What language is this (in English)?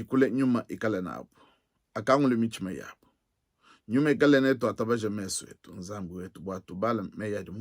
Luba-Lulua